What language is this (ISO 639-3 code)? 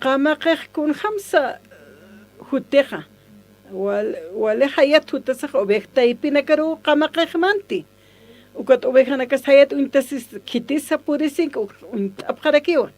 aym